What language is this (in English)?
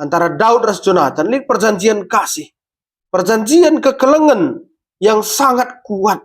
Batak Karo